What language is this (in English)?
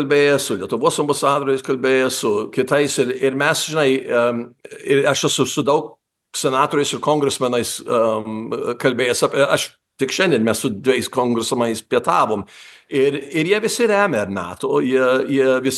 Lithuanian